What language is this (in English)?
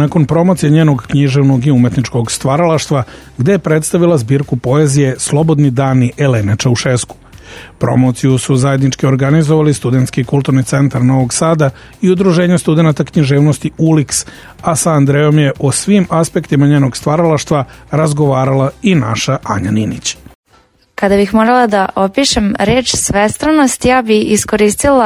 Serbian